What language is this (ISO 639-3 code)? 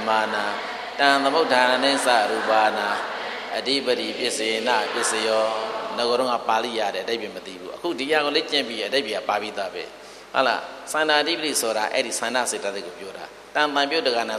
mya